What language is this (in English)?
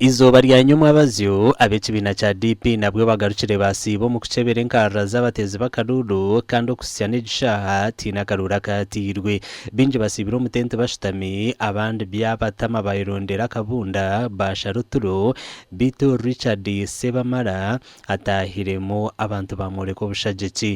Nyankole